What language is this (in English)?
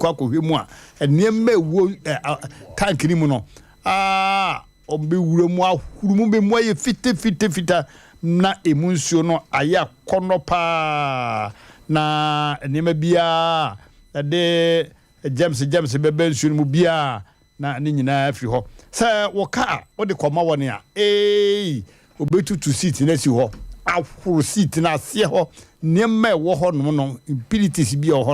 Akan